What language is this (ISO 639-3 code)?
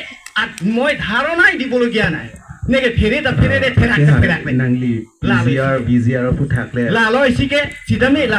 mjw